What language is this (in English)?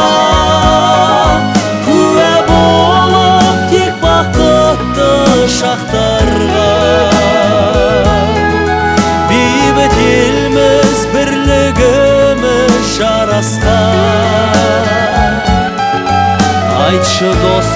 Kazakh